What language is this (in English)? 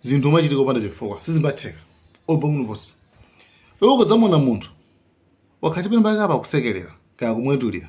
Nyanja